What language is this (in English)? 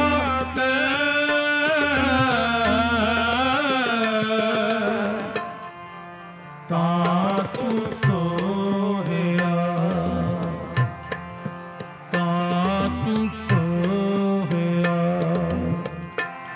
Punjabi